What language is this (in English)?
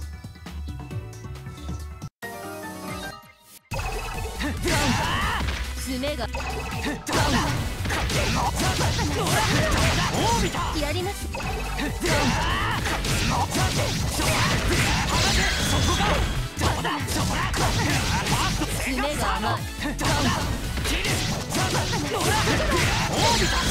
Japanese